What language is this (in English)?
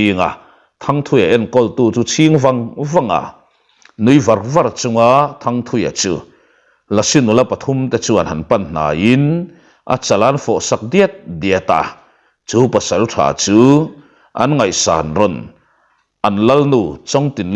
Mizo